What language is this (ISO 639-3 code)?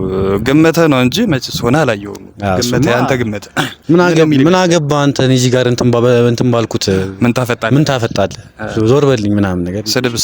amh